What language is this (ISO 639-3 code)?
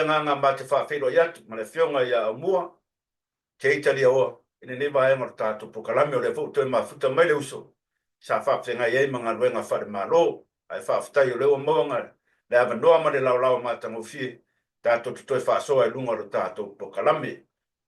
smo